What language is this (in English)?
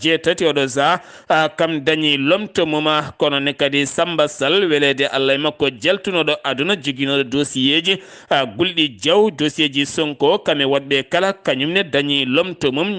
Fula